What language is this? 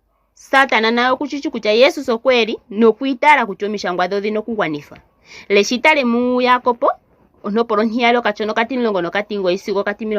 Ndonga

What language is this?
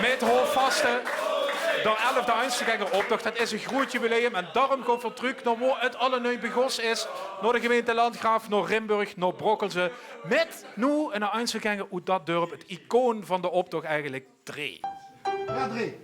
Limburgish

